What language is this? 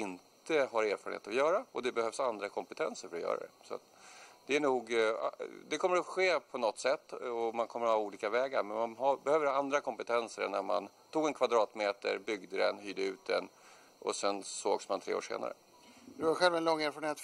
Swedish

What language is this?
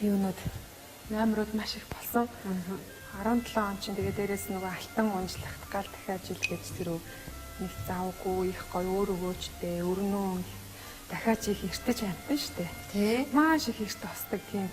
Mongolian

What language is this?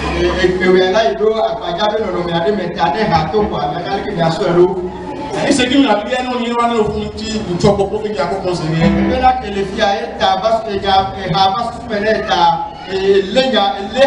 Ifè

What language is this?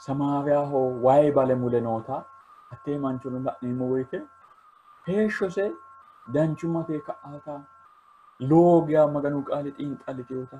Sidamo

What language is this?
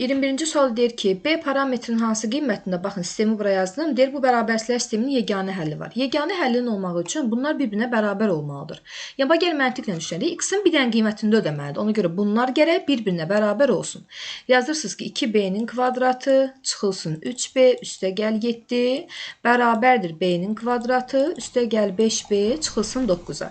Azerbaijani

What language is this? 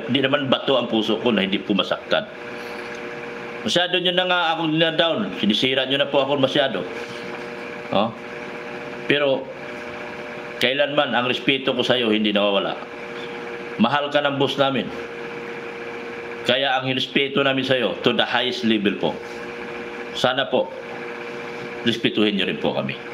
Filipino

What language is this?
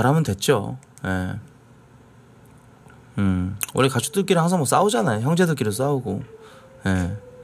Korean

